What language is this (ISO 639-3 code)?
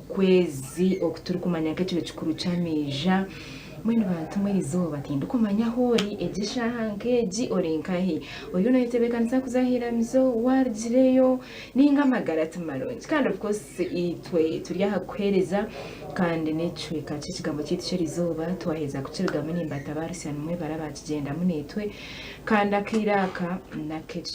nyn